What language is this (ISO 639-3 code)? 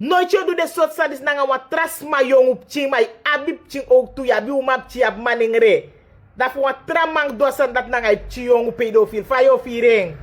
srn